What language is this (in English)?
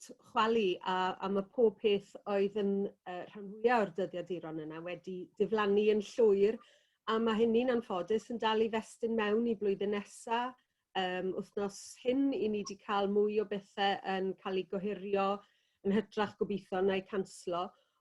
Welsh